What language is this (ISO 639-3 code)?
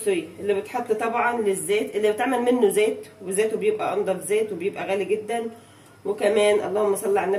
arz